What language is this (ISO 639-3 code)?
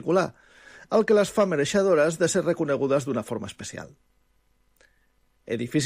cat